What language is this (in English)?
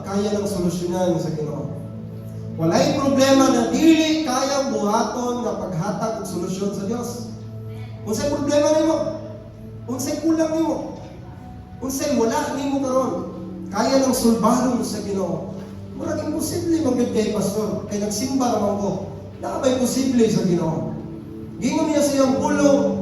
Cebuano